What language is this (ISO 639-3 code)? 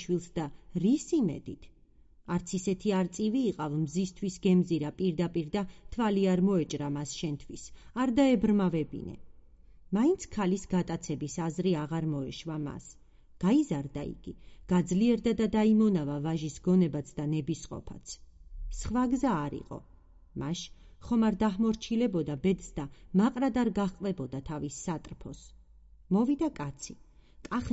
kat